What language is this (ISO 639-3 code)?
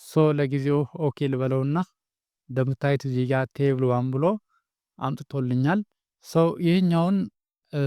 amh